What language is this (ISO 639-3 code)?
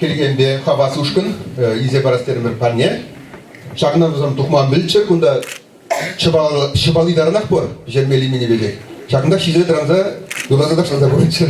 chv